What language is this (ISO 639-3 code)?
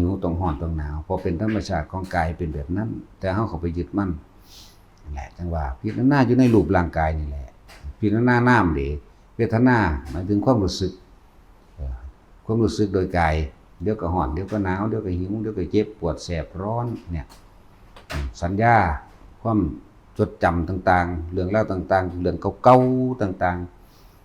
tts